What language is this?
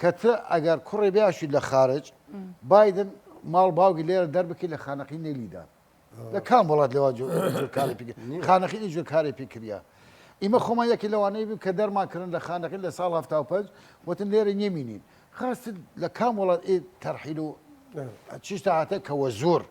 Southern Kurdish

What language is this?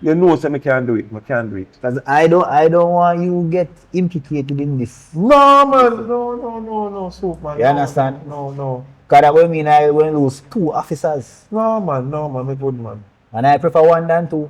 Jamaican Creole English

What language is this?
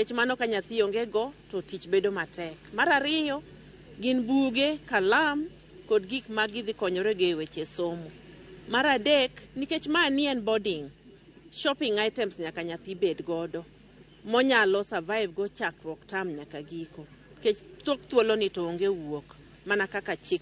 Luo (Kenya and Tanzania)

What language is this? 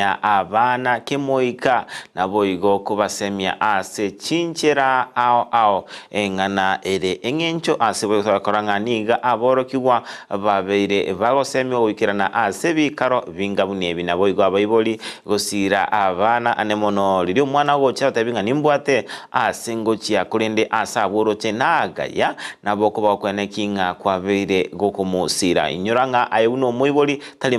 Gusii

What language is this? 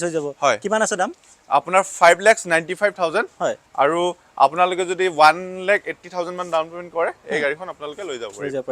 Assamese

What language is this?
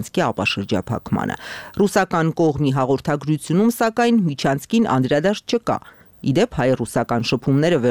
Armenian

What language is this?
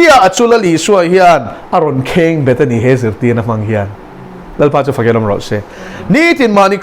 Mizo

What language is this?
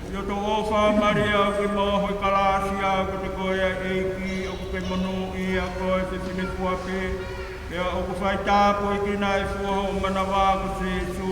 Tongan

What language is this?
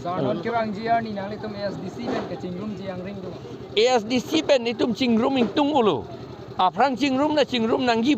Karbi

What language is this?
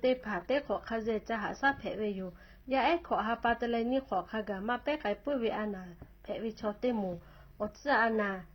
Lahu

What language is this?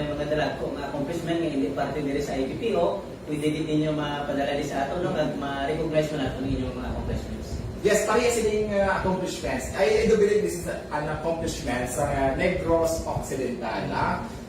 Hiligaynon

